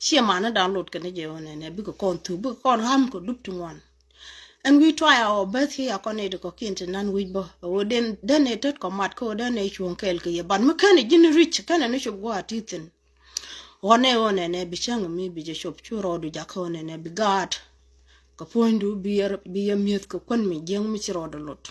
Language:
Nuer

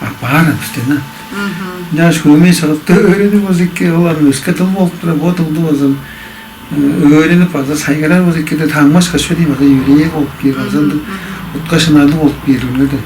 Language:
Tuvinian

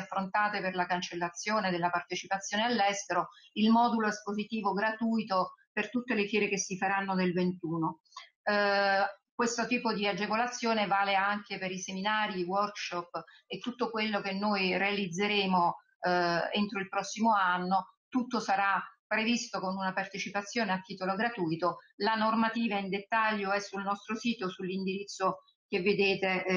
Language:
Italian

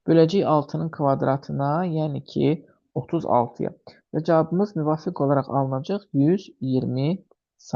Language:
Azerbaijani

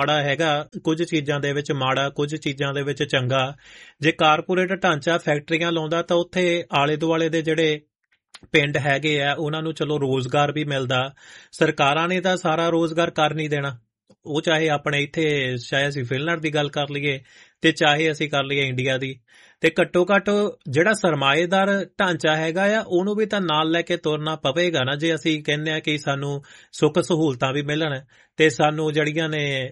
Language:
Punjabi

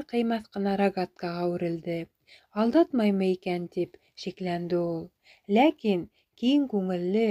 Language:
Bashkir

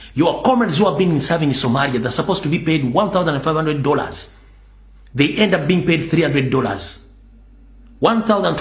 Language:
Ganda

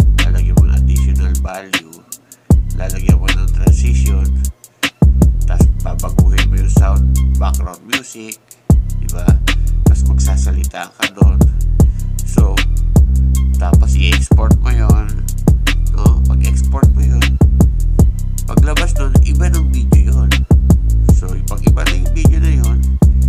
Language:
Filipino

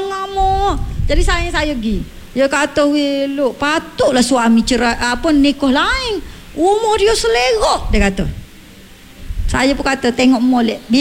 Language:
Malay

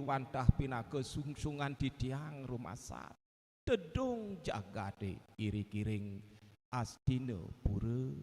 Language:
Balinese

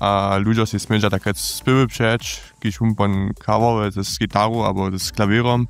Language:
Upper Sorbian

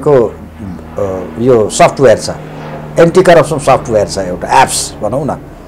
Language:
Nepali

